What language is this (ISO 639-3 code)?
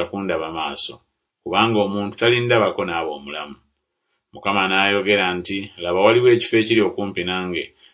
lug